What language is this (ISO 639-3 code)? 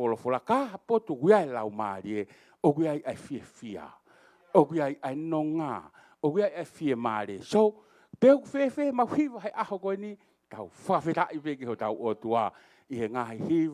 ton